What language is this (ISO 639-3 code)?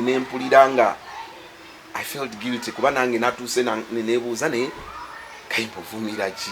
lug